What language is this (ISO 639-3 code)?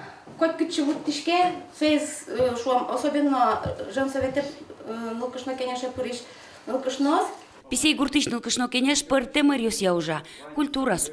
udm